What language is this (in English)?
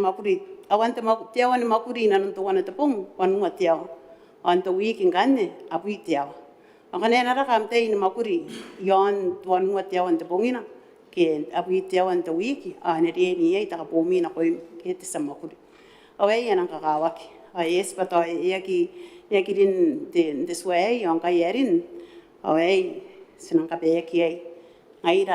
Gilbertese